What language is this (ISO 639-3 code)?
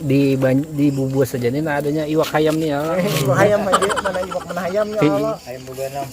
bjn